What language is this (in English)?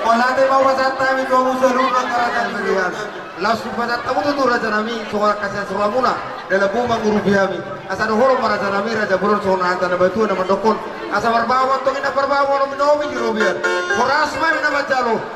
Batak Toba